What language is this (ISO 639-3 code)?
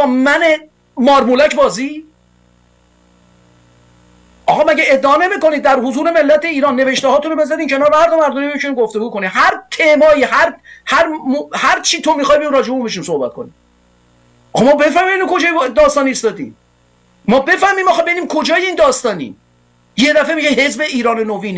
fas